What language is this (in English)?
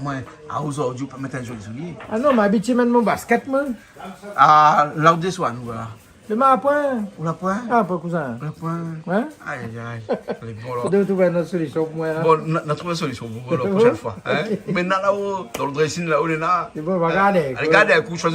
Réunion Creole French